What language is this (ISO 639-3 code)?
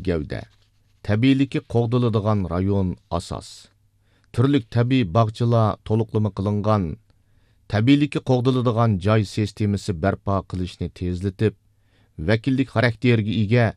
uig